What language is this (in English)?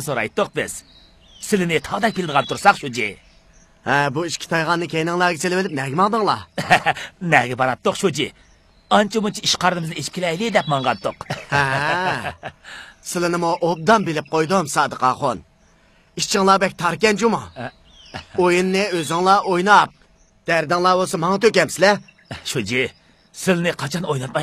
Uyghur